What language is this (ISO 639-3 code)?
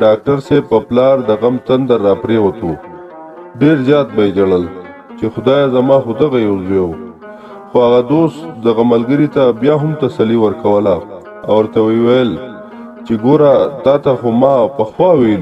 pus